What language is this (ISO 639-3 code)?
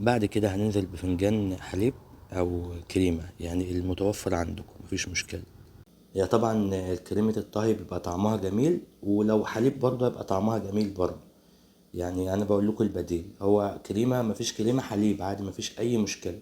arz